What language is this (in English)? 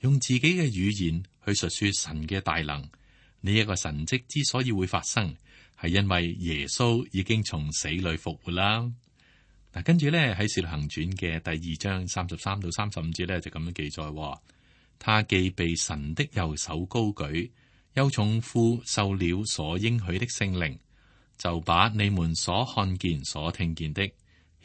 Cantonese